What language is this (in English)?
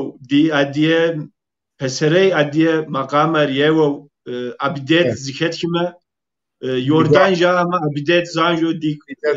Kabardian